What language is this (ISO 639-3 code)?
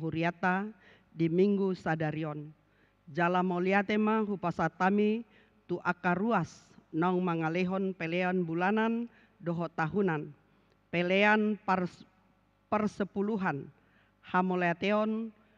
bbc